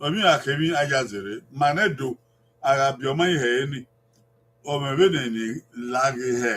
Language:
Bini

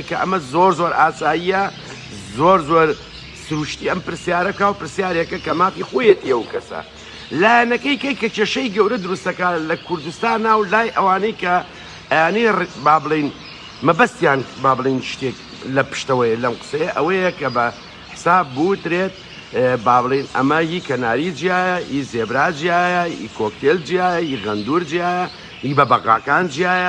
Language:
Central Kurdish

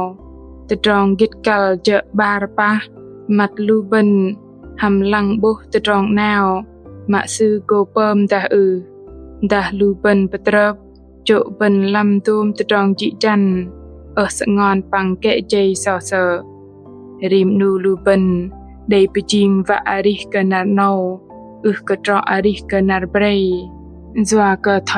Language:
Bahnar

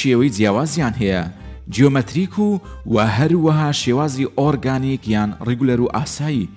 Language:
Central Kurdish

